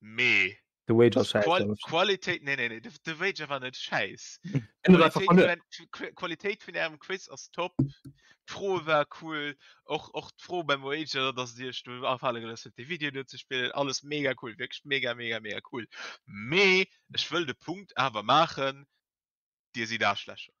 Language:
Luxembourgish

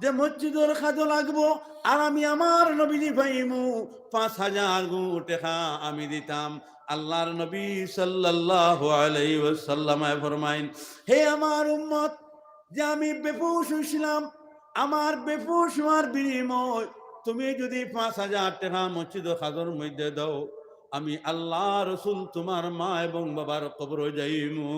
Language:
Sylheti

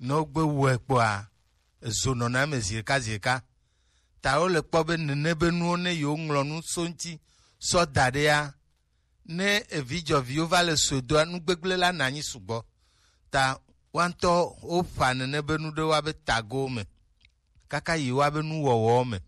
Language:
Gen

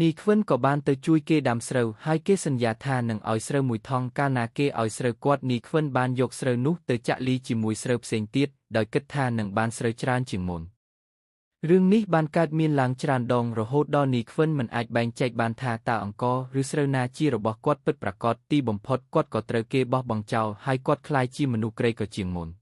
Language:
Khmer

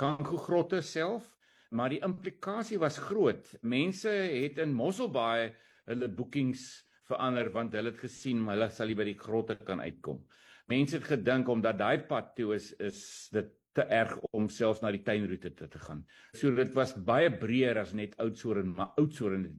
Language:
Afrikaans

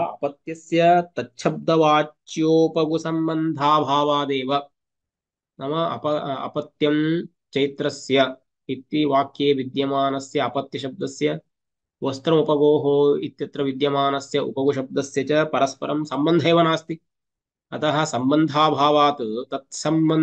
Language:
Sanskrit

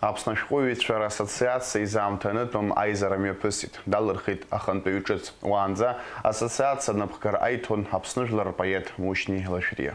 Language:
Abkhazian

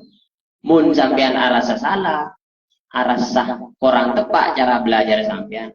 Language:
Madurese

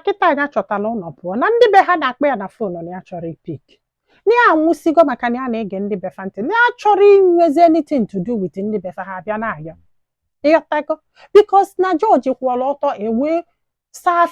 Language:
Igbo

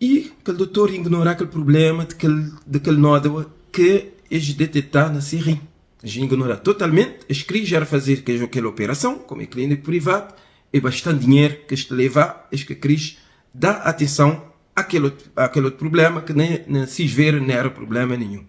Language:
Kabuverdianu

